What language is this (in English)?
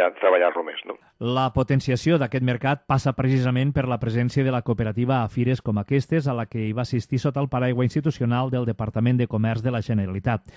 Catalan